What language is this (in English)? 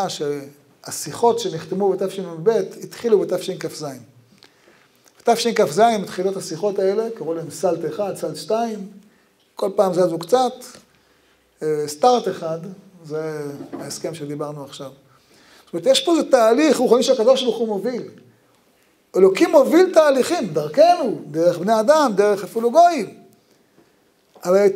Hebrew